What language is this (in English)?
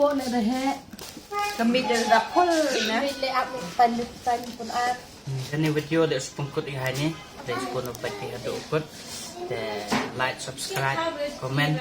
Khasi